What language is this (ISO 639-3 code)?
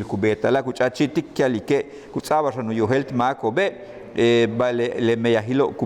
yua